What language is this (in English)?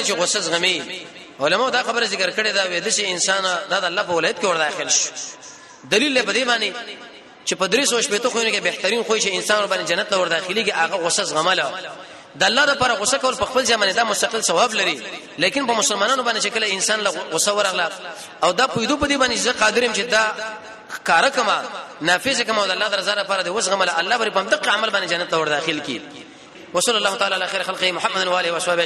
Pashto